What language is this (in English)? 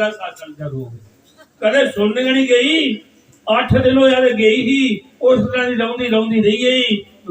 Dogri